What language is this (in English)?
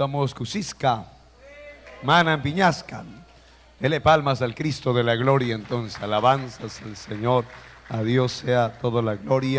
Ayacucho Quechua